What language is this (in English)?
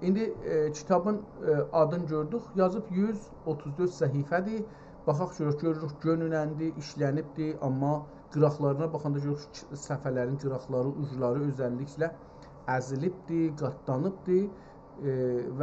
South Azerbaijani